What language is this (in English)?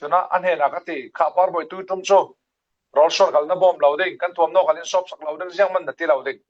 Falam Chin